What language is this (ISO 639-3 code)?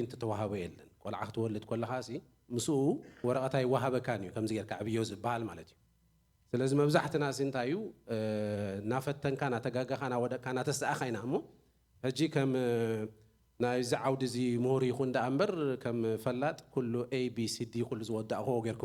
tir